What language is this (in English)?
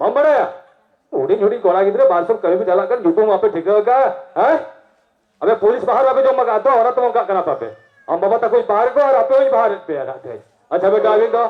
Santali